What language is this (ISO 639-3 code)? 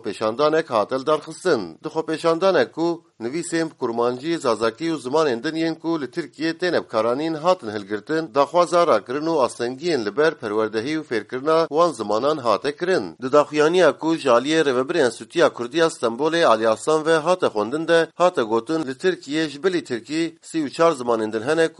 kur